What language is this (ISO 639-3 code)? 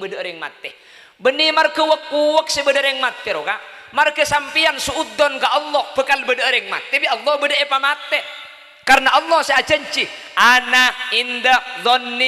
mad